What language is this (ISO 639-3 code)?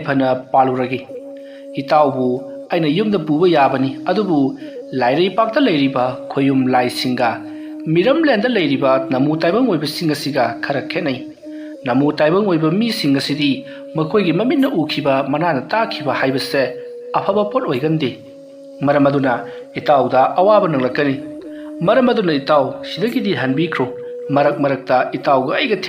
mni